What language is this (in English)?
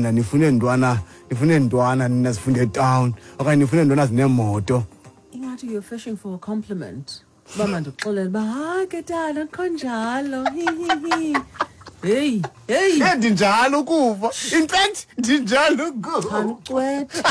Xhosa